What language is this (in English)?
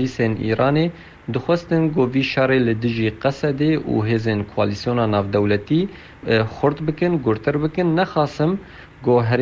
Kurdish